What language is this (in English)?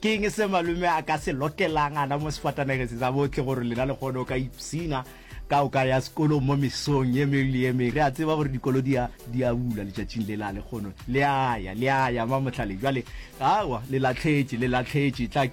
Northern Sotho